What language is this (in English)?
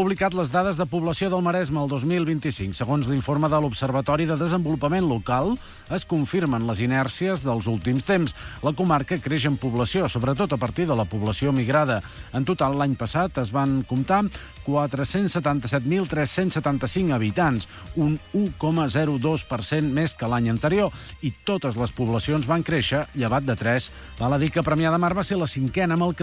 Catalan